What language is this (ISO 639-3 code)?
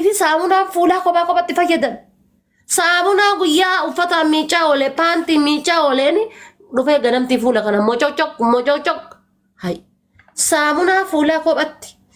orm